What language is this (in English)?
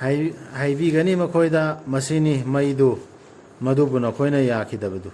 Manipuri